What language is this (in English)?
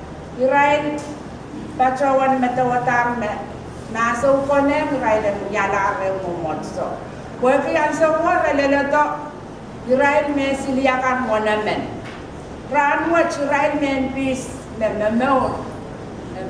Pohnpeian